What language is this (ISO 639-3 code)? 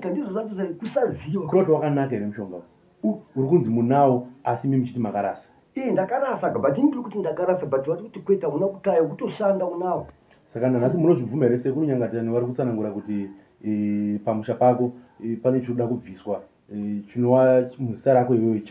sna